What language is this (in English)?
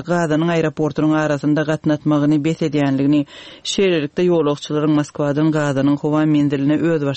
Turkmen